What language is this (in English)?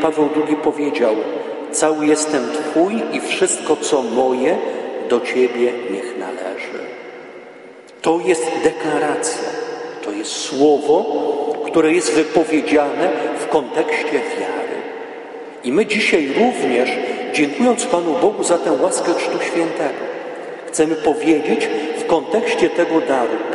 Polish